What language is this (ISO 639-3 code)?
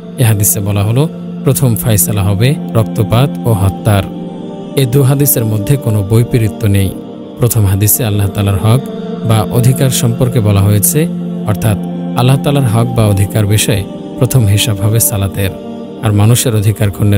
ben